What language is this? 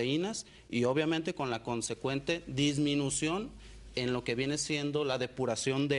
Spanish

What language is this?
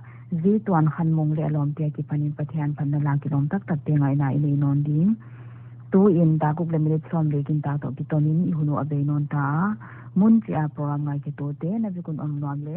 Paite Chin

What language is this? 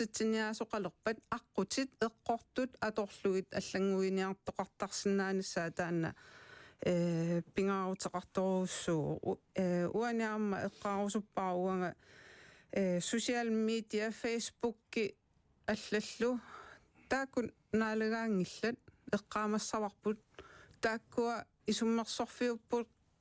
Kalaallisut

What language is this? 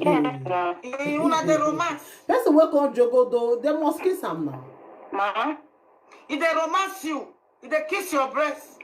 Nigerian Pidgin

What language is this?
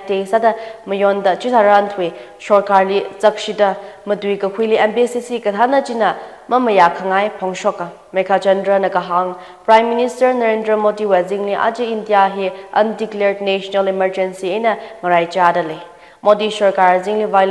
Tangkhul Naga (India)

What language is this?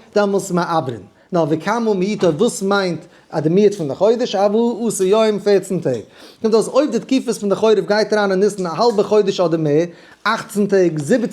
Yiddish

